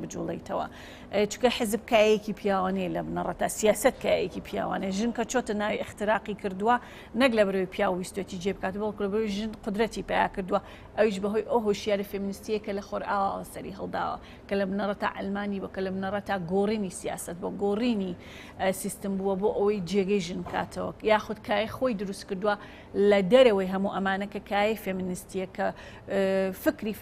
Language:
Central Kurdish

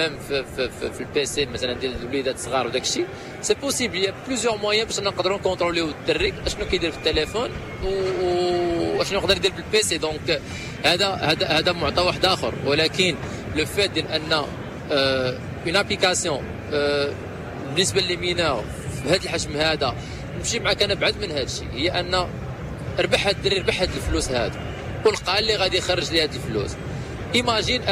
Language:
Moroccan Arabic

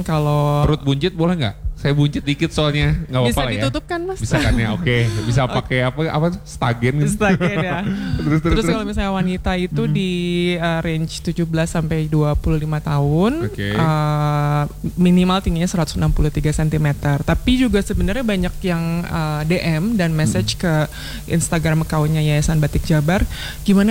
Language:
Indonesian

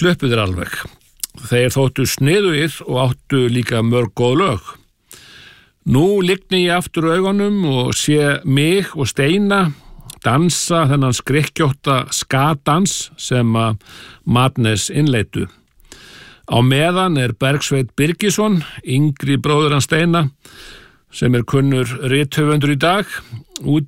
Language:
Icelandic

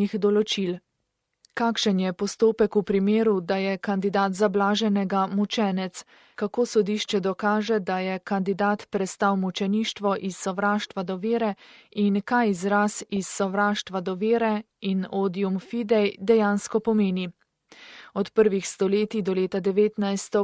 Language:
Slovenian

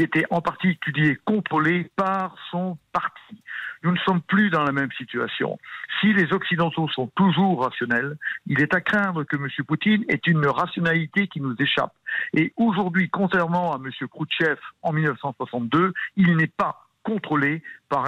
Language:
French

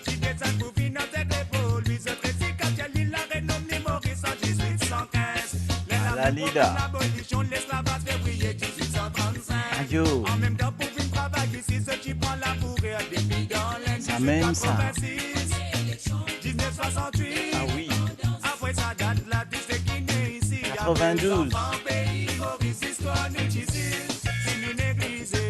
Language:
Morisyen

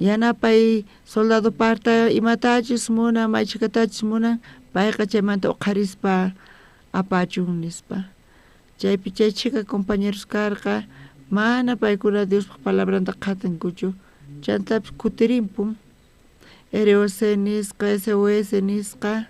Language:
South Bolivian Quechua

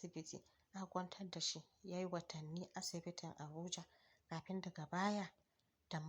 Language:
Hausa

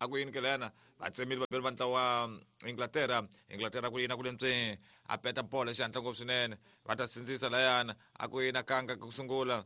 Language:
Tsonga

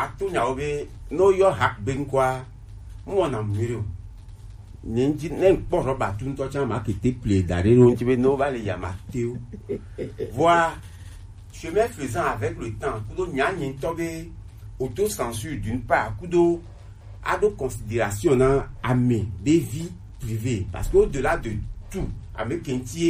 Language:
Gen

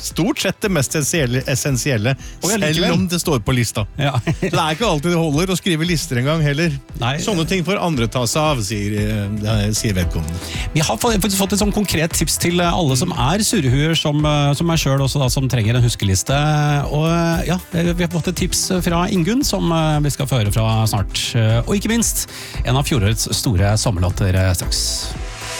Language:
Norwegian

